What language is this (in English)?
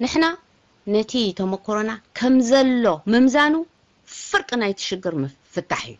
Tigrinya